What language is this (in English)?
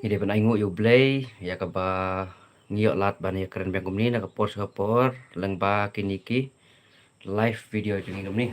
Khasi